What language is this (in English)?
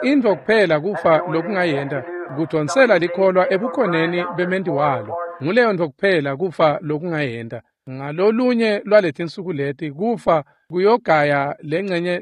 Swati